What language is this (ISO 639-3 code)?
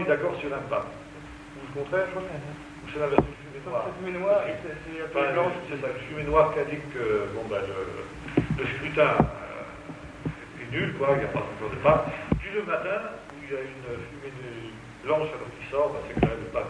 fra